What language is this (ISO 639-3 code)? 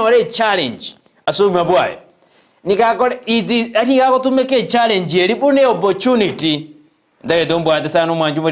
guz